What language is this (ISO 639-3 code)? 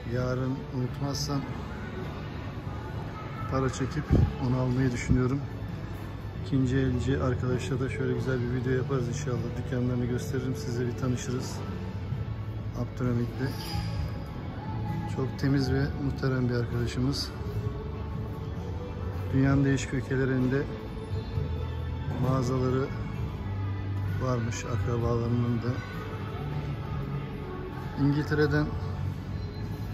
tur